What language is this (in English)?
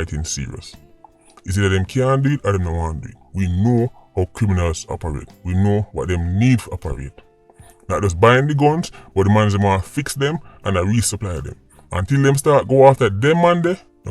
Jamaican Creole English